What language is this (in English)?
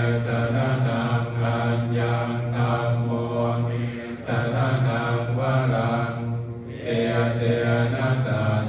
Pali